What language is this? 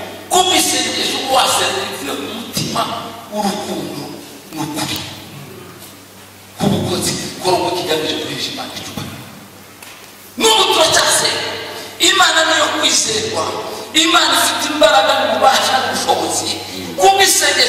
Kinyarwanda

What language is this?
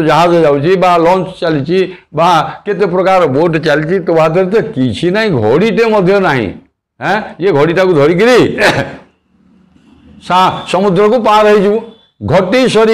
Odia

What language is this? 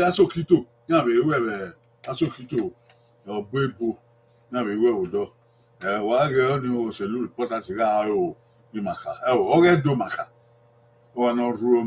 Bini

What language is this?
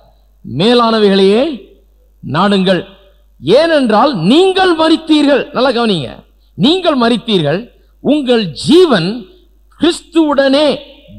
Tamil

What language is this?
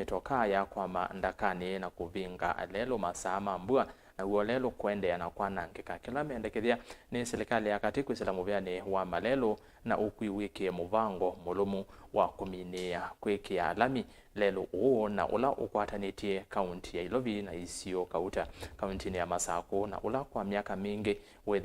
Kamba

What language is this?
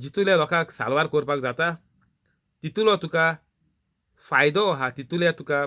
Konkani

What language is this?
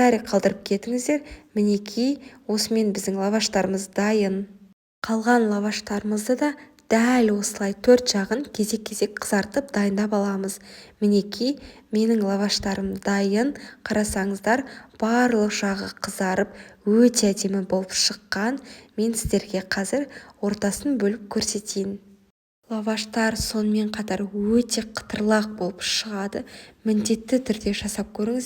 Kazakh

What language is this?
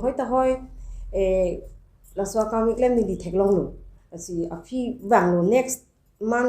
Karbi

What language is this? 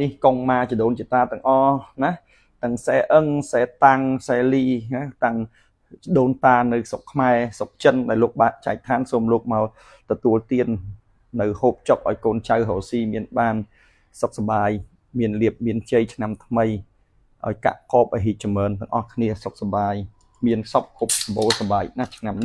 Khmer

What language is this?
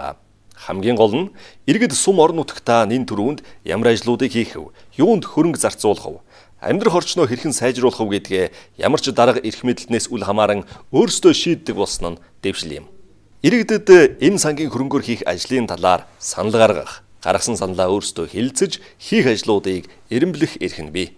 Mongolian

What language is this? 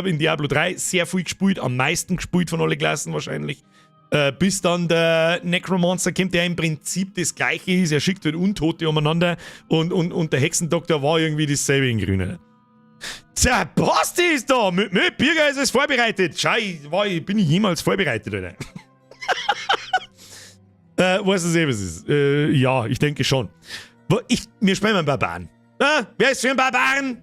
Bavarian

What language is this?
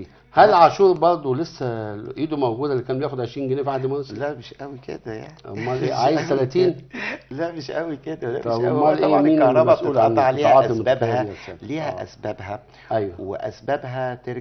Egyptian Arabic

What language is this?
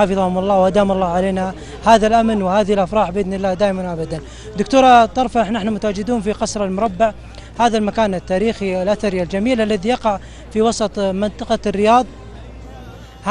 Arabic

